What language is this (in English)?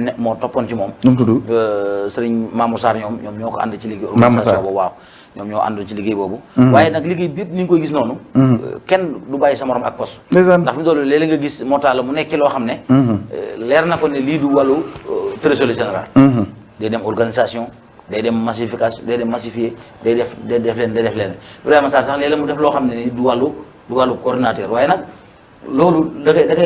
Wolof